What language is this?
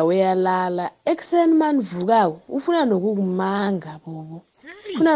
South Ndebele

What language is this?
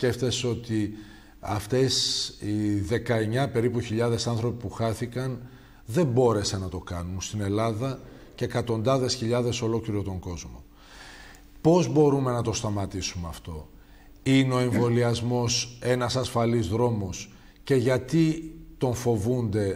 Greek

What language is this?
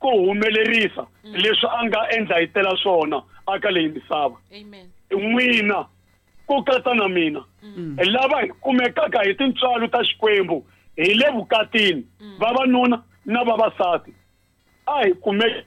Tsonga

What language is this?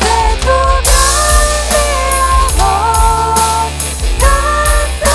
Plautdietsch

